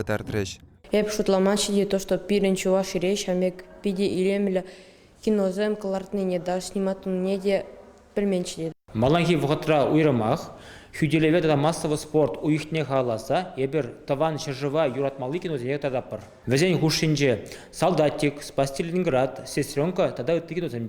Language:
Chuvash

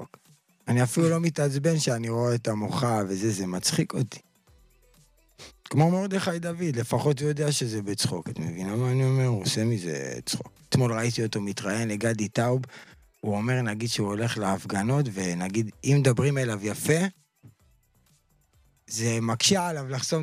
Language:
Hebrew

